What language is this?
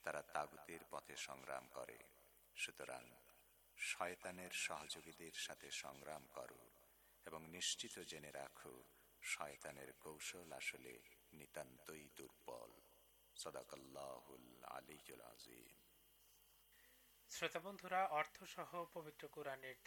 Bangla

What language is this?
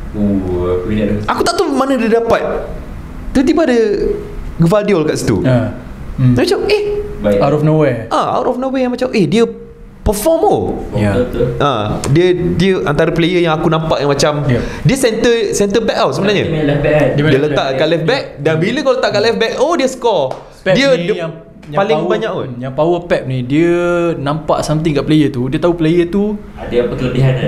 Malay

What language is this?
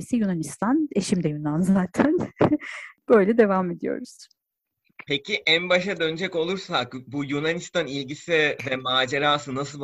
Turkish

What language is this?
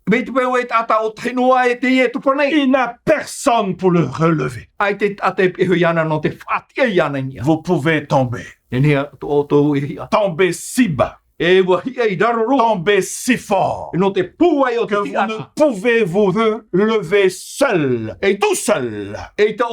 Tahitian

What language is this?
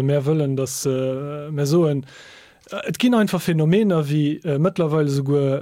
Luxembourgish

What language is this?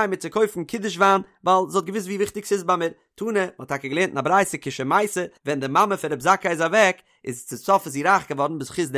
Yiddish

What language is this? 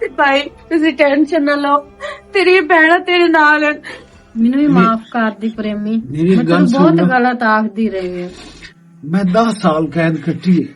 Western Panjabi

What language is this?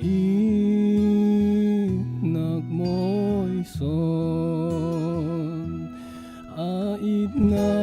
Falam Chin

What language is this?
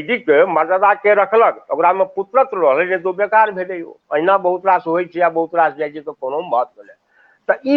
Maithili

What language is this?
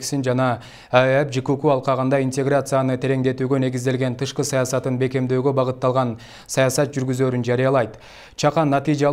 Kyrgyz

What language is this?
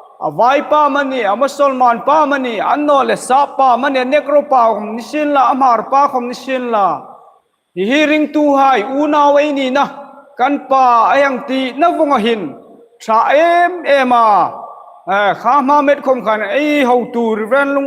Hmar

